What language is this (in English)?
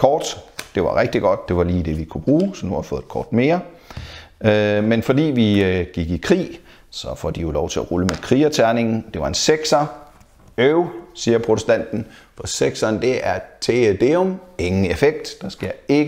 Danish